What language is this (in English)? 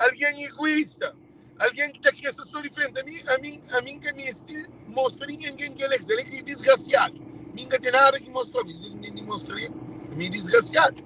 Kabuverdianu